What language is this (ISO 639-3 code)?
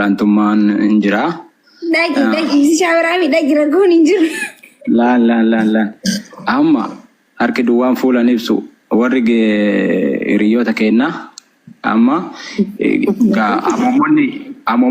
orm